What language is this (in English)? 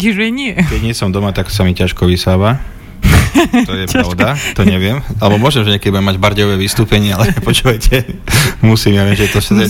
Slovak